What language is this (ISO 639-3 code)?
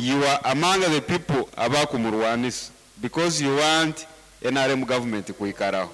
nyn